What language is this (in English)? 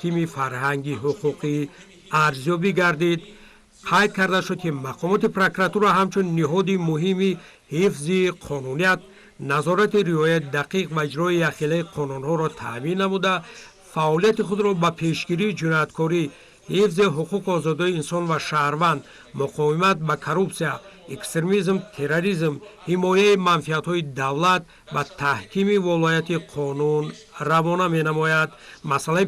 Tajik